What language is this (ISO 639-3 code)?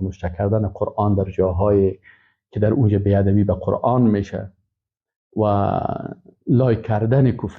fas